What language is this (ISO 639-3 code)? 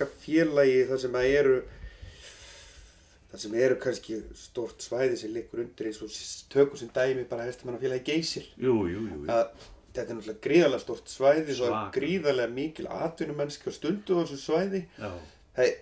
isl